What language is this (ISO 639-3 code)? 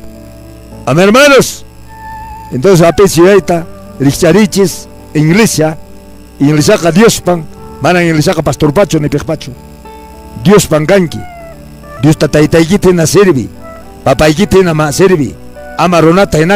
que